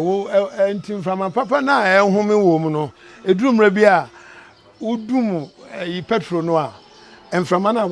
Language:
Akan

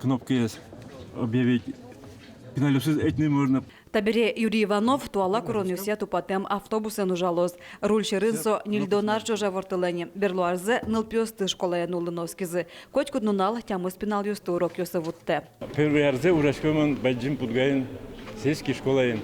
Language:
Udmurt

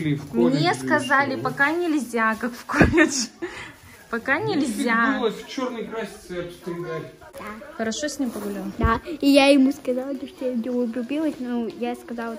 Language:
Russian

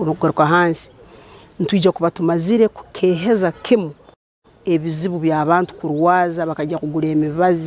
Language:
Nyankole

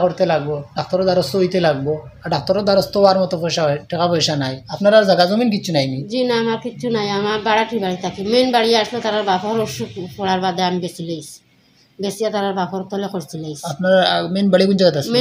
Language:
Sylheti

